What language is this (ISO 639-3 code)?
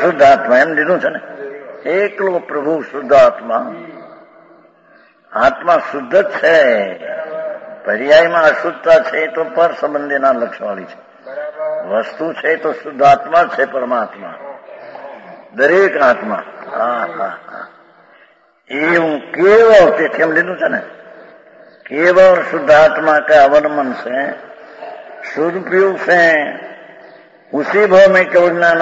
guj